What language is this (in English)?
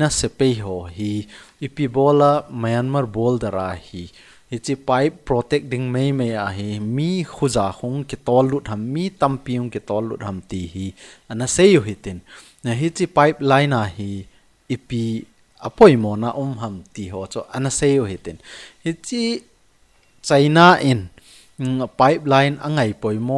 Thado Chin